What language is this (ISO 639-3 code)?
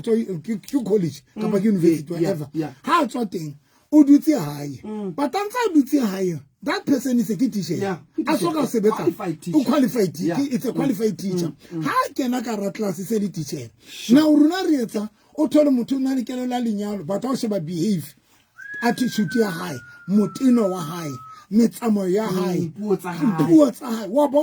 sot